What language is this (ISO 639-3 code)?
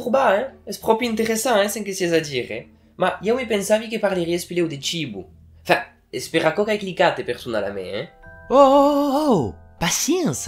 oci